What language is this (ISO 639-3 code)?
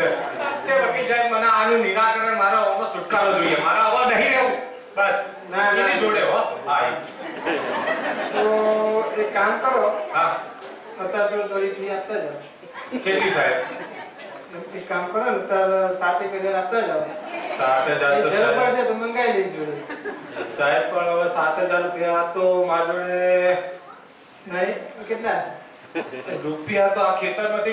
guj